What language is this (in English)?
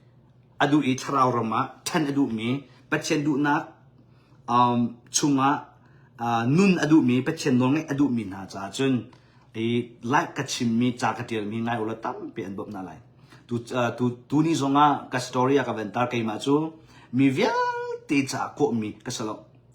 Hakha Chin